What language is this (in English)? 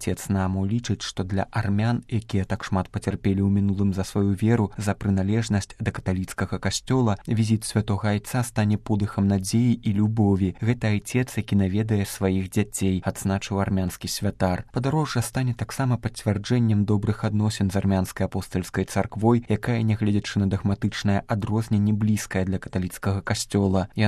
Belarusian